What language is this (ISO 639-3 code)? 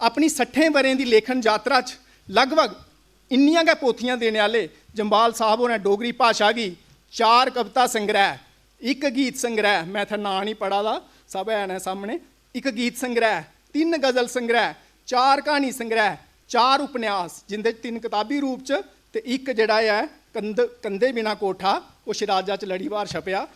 doi